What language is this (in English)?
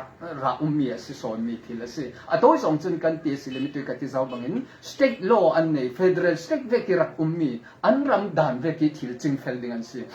Falam Chin